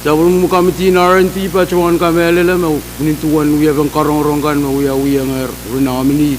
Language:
Pohnpeian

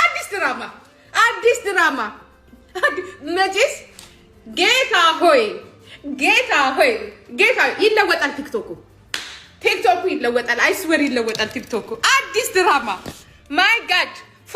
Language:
Amharic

